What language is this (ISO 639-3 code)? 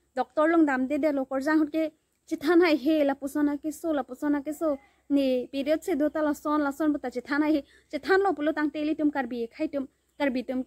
mjw